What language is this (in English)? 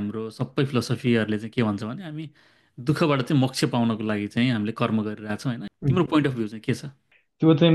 Nepali